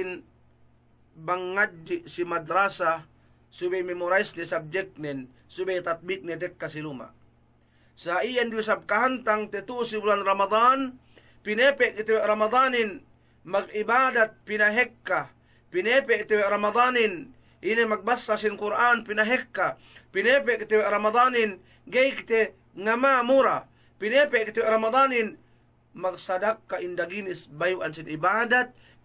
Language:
Yakan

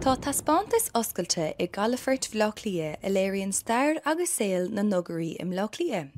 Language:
Irish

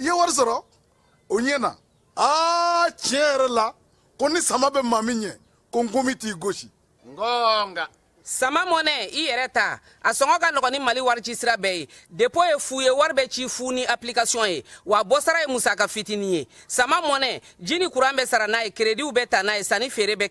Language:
Bambara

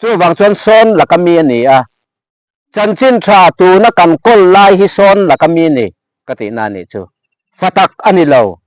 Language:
Mizo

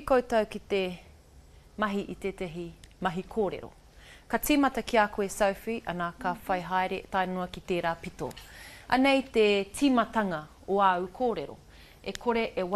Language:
Māori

